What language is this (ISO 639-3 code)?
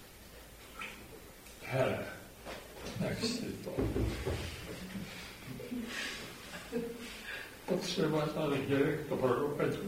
ces